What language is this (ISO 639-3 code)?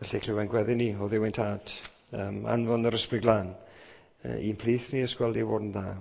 cym